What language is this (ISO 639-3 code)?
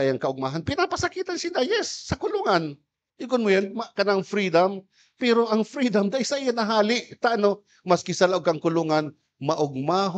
bik